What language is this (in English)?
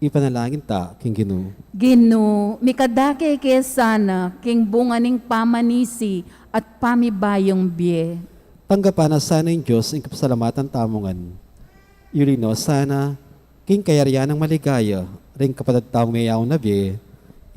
Pampanga